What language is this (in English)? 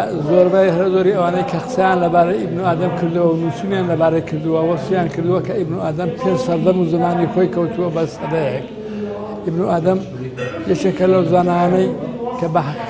Central Kurdish